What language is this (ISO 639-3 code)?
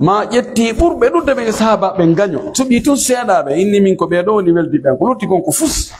fuf